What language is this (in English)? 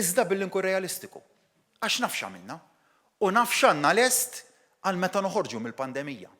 Maltese